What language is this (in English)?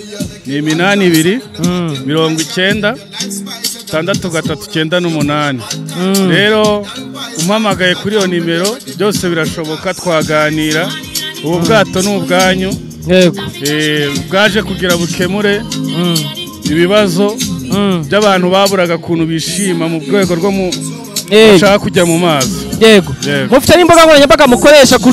Kinyarwanda